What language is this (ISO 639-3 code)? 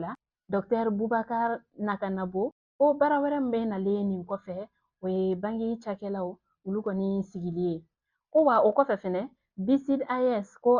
bam